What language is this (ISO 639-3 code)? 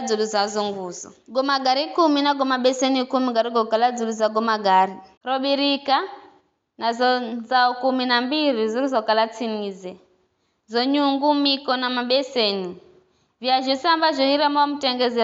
nyf